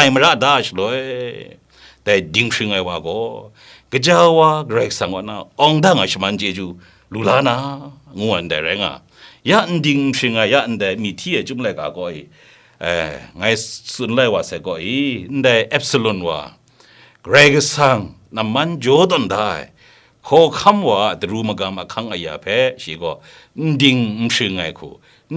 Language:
Kachin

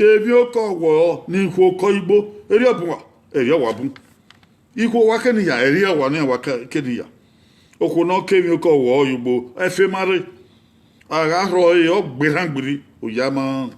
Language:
Bini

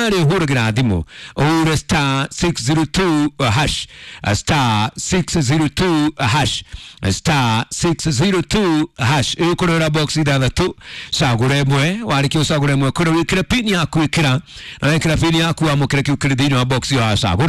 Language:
Kikuyu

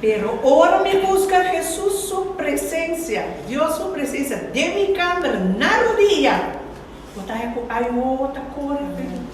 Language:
Papiamento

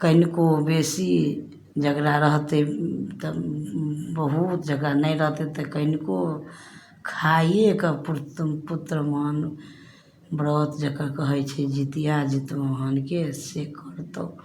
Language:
Maithili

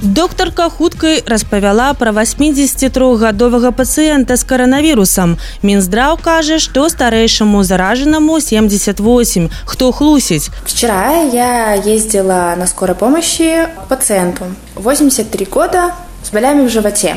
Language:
Belarusian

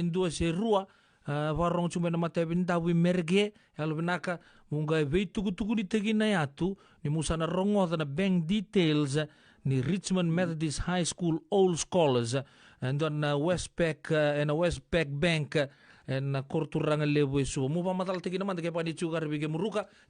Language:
Fijian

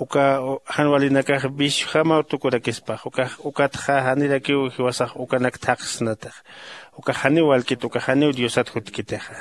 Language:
Aymara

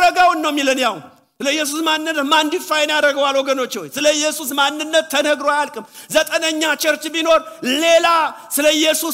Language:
Amharic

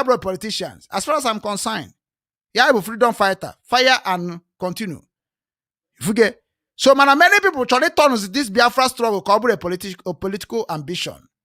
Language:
Igbo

